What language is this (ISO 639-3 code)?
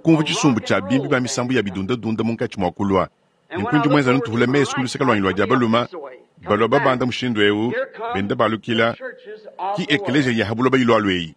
lua